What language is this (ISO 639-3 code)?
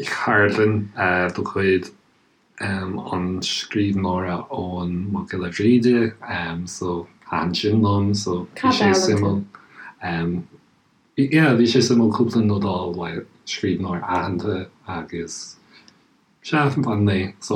gle